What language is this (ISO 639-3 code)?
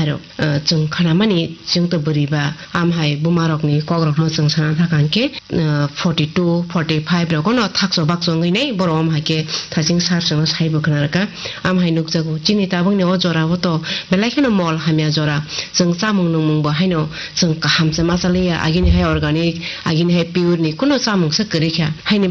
trp